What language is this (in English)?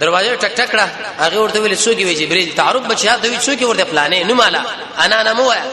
Pashto